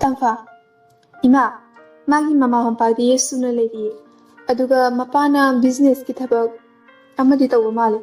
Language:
Manipuri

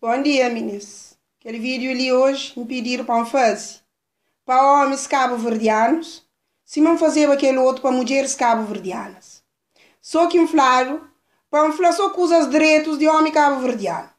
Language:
Kabuverdianu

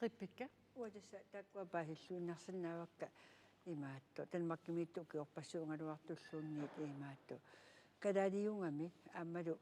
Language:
Kalaallisut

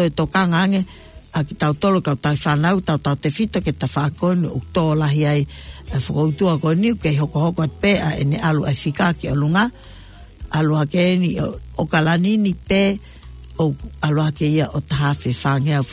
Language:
Tongan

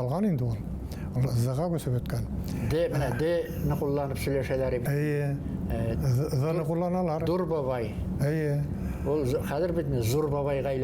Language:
Bashkir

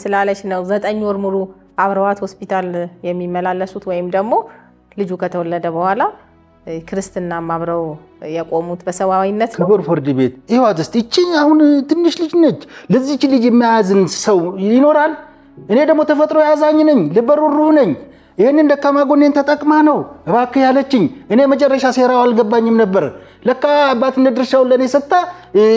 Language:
Amharic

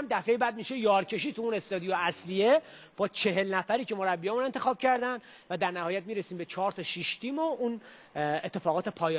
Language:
Persian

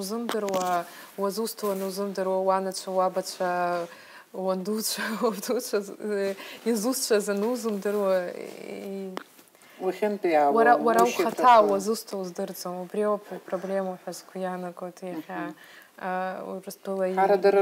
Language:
Abkhazian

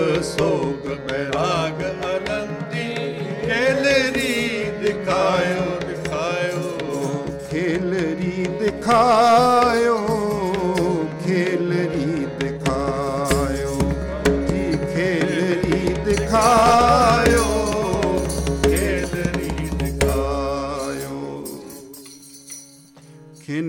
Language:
Punjabi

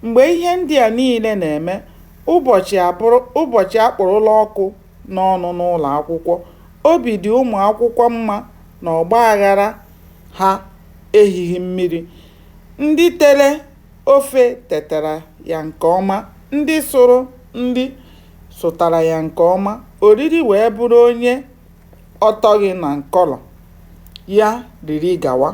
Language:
Igbo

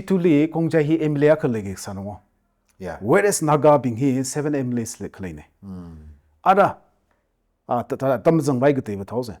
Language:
Tangkhul Naga (India)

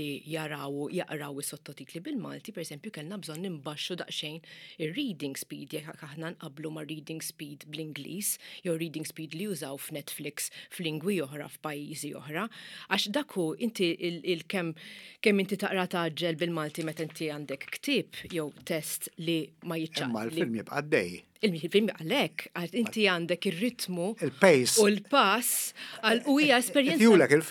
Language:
Maltese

